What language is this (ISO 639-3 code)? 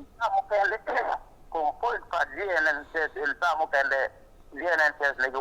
ach